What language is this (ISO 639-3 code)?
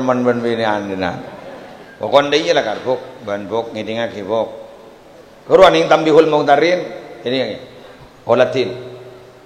mad